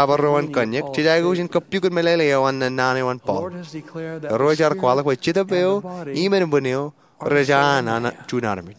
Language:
Marshallese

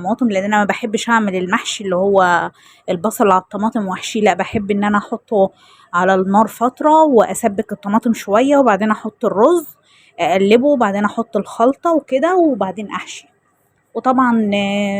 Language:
Egyptian Arabic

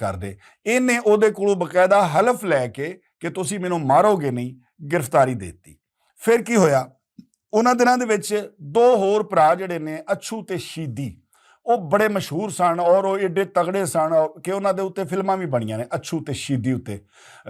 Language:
Western Panjabi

